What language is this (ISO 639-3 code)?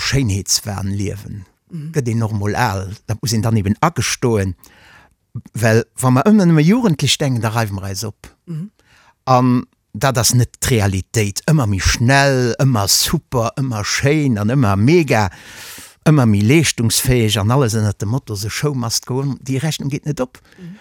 ltz